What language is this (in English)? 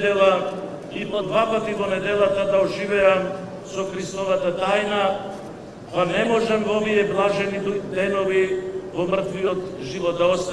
Macedonian